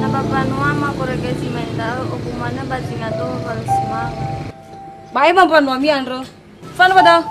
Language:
Nias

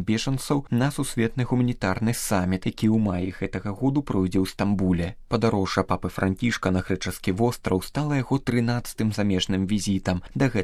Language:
Belarusian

